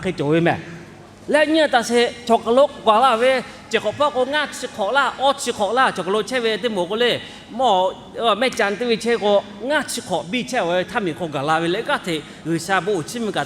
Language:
Lahu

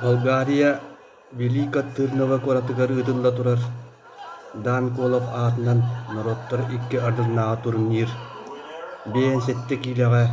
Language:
Yakut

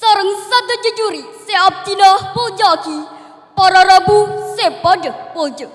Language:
Madurese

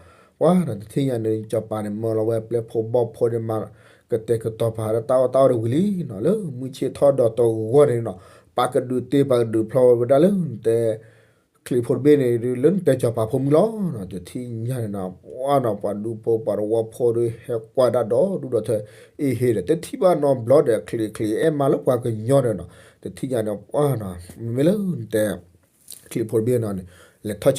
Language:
S'gaw Karen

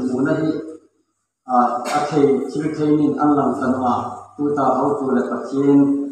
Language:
Hmar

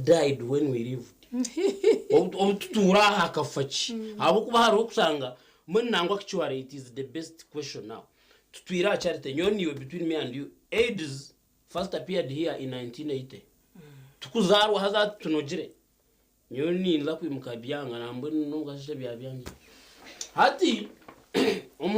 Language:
Nyankole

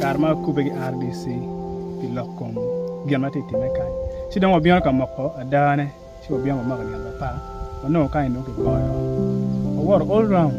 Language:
Acoli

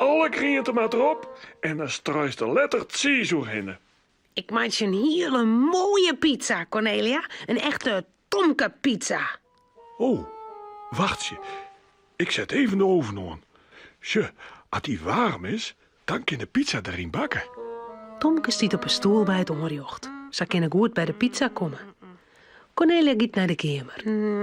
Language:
Western Frisian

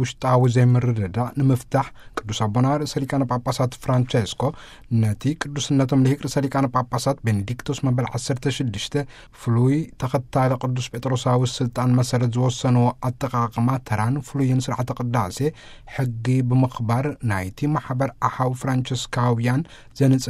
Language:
Tigrinya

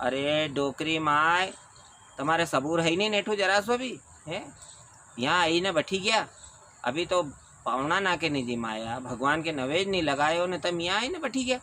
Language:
Rajasthani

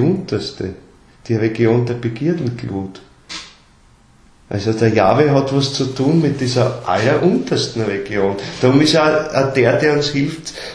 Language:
German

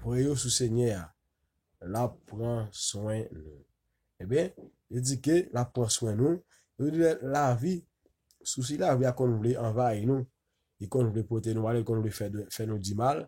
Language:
Haitian Creole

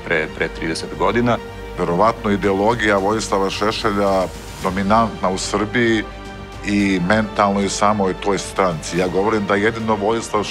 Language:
Serbian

